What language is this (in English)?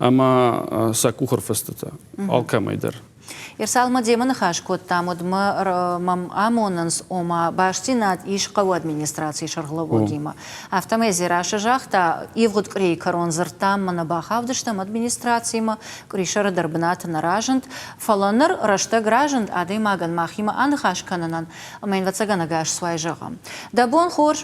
Ossetic